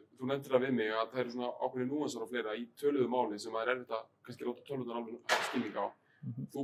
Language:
Icelandic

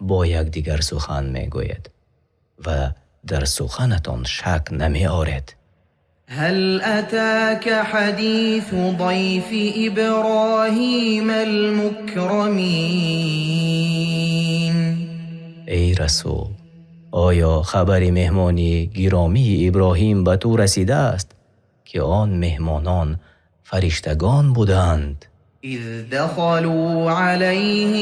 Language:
Tajik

